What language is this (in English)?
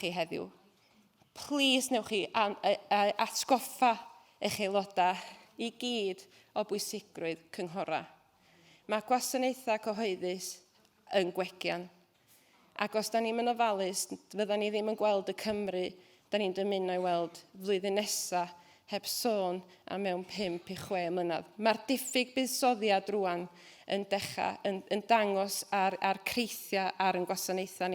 Welsh